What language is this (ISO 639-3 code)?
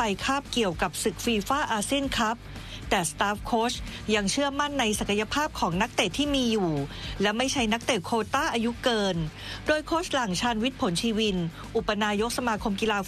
tha